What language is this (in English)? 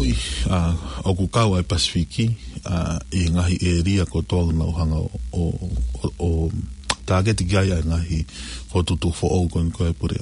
Tongan